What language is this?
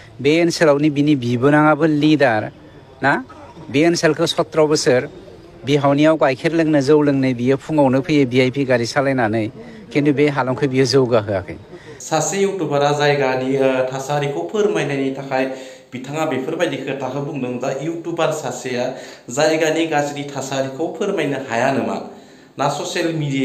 Bodo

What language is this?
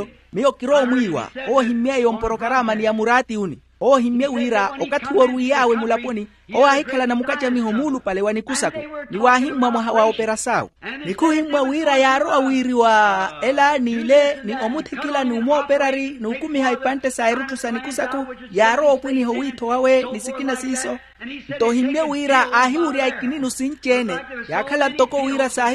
Makhuwa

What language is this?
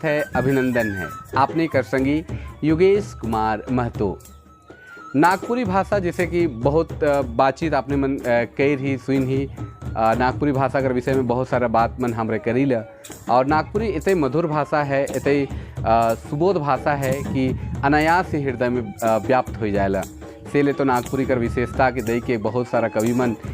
Sadri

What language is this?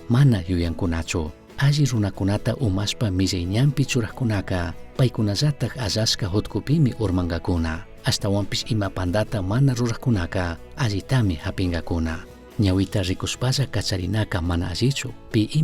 Chimborazo Highland Quichua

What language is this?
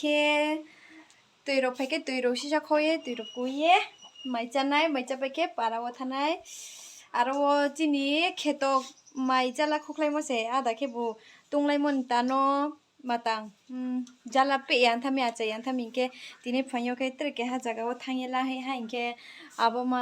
Riang (India)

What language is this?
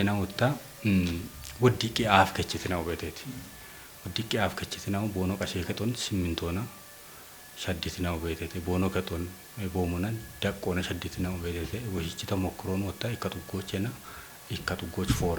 Kafa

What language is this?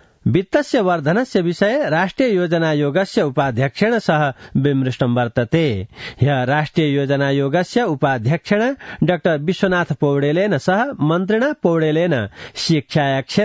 Sanskrit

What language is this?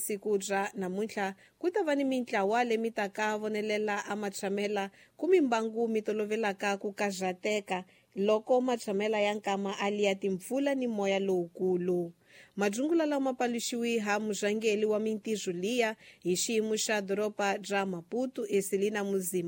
Tsonga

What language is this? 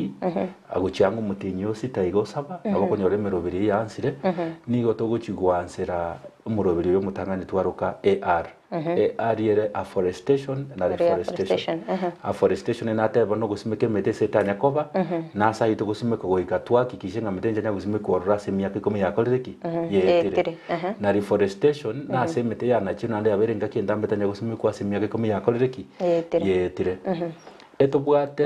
Gusii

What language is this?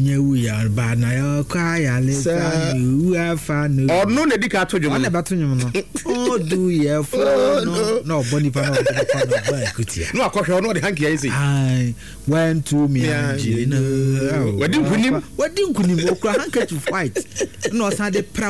Akan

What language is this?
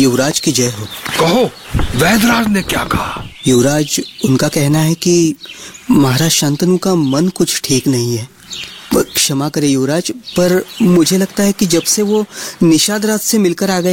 Hindi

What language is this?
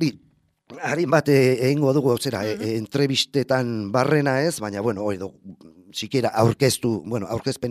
Basque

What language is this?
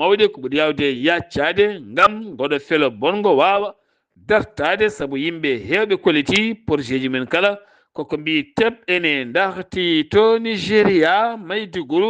Fula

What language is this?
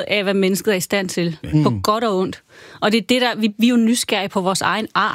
Danish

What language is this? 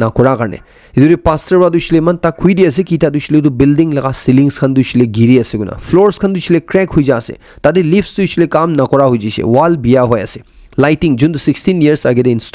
Naga Pidgin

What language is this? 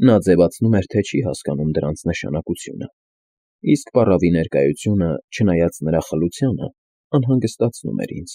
Armenian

